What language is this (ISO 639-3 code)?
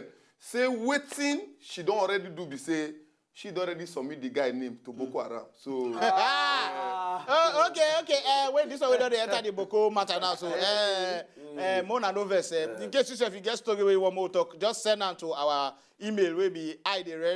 pcm